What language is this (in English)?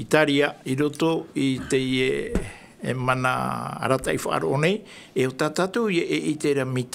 Tahitian